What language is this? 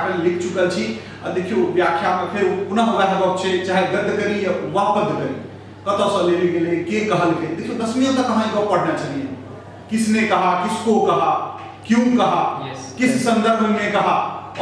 Maithili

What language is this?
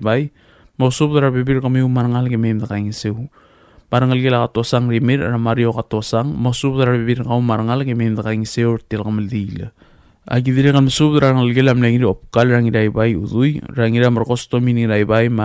Palauan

